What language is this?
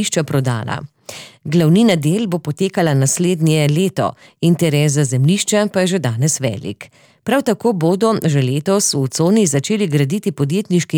Slovenian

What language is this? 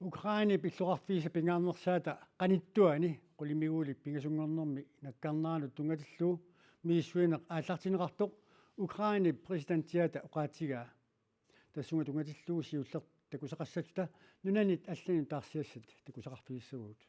Kalaallisut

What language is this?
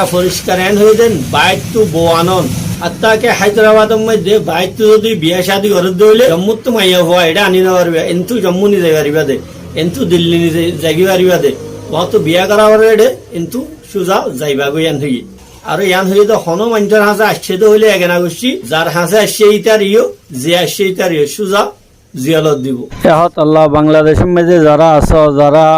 Rohingya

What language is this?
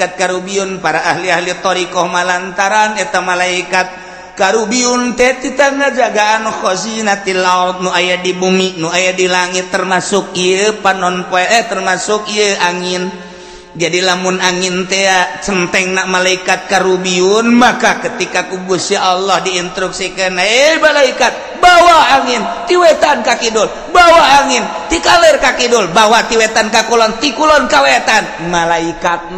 Sundanese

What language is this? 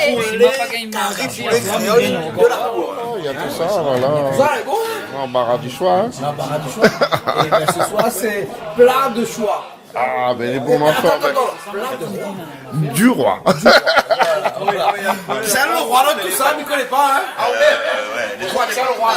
Réunion Creole French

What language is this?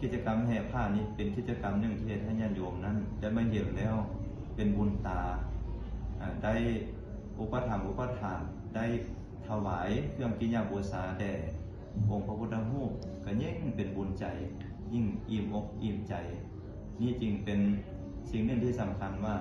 Lao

